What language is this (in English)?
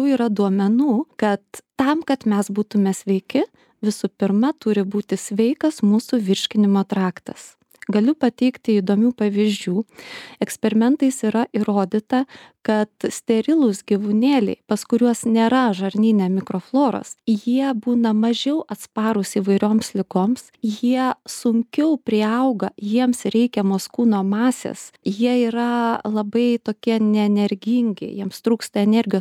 Lithuanian